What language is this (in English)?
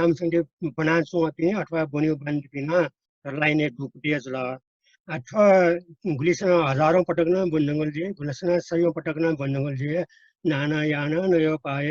Newari